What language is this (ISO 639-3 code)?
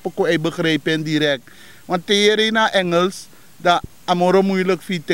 srn